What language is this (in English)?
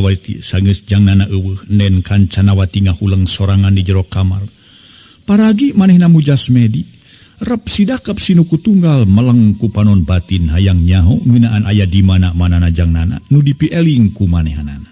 Sundanese